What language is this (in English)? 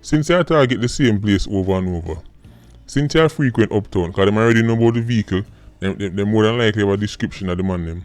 Jamaican Creole English